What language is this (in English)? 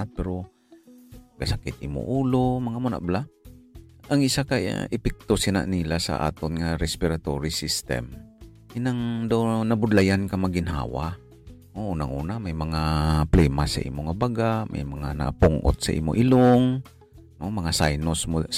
Hiligaynon